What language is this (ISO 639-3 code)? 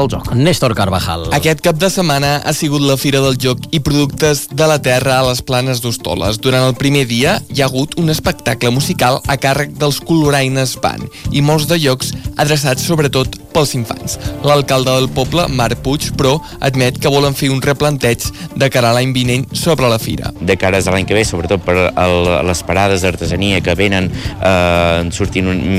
cat